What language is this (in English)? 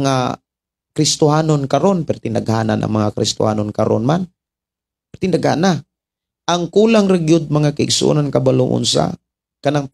Cebuano